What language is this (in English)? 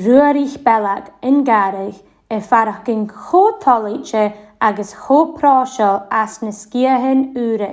Scottish Gaelic